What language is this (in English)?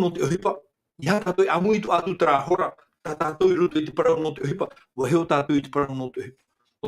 Tahitian